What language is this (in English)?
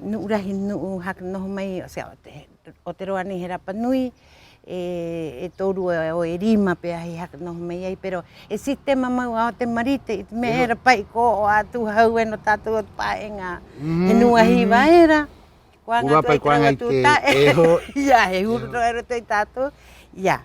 Rapanui